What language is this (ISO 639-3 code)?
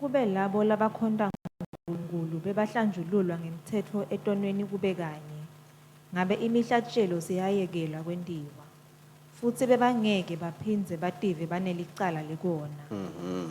ssw